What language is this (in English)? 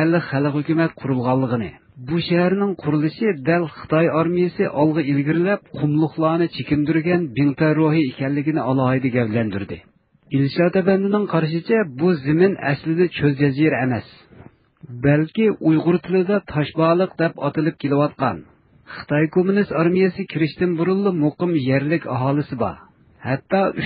Uyghur